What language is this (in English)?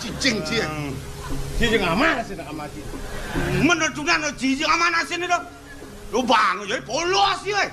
Balinese